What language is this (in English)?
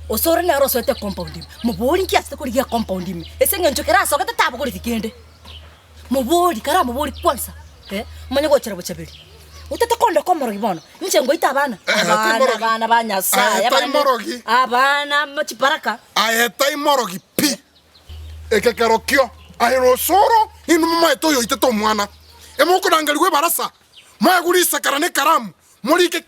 Gusii